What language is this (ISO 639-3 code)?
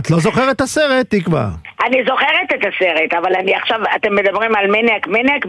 heb